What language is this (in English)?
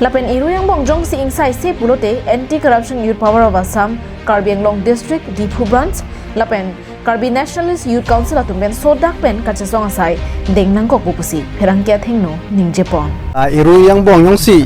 Karbi